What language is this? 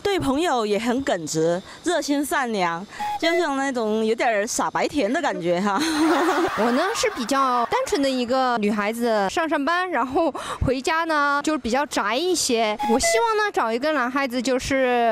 Chinese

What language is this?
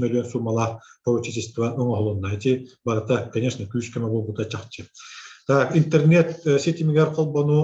Yakut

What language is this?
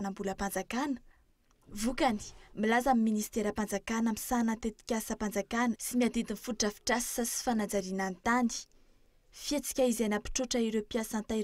Malagasy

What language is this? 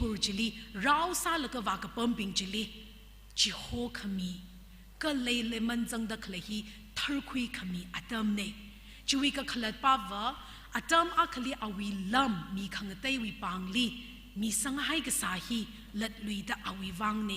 Tangkhul Naga (India)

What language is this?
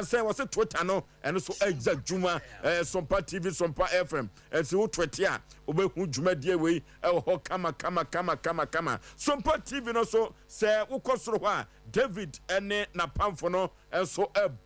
Akan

